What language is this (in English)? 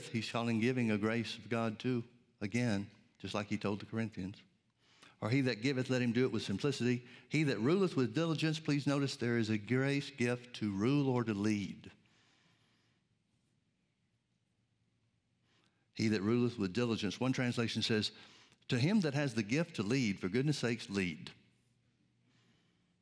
English